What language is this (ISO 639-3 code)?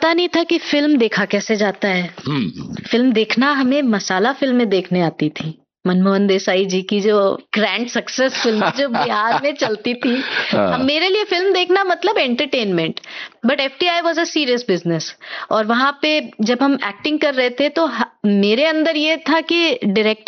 hin